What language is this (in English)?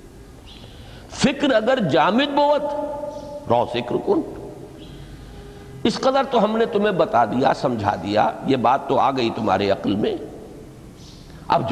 Urdu